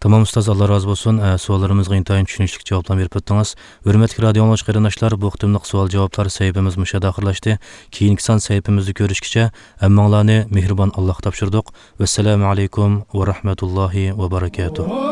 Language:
Uyghur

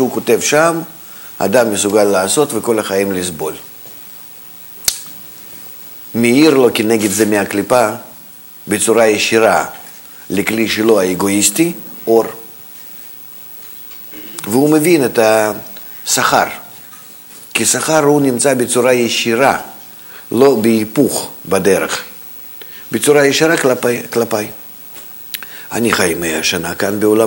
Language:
Hebrew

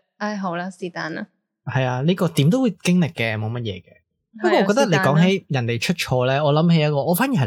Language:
Cantonese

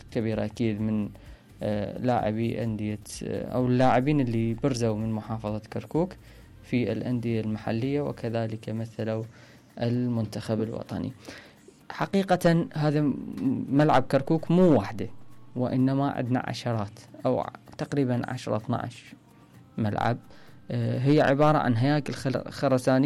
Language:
Mesopotamian Arabic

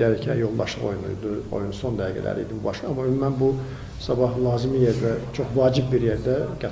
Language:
Azerbaijani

